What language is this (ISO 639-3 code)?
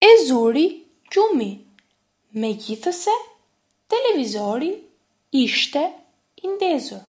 sqi